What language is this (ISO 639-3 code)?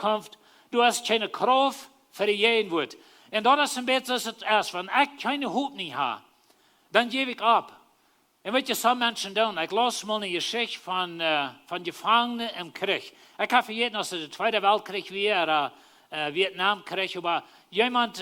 pdt